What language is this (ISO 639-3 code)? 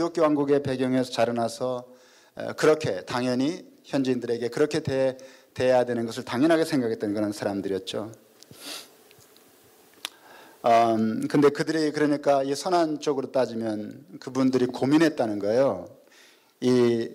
kor